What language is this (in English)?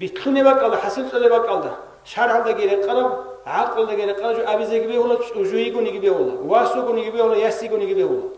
Avaric